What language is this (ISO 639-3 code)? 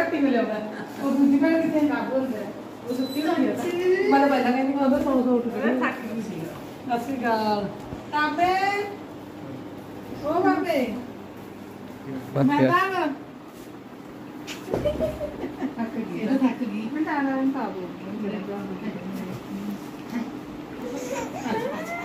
pan